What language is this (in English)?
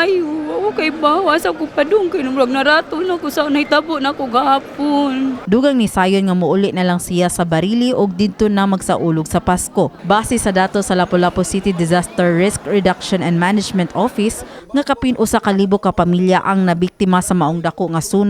Cebuano